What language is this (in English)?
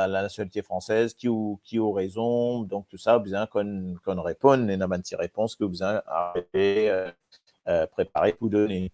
Morisyen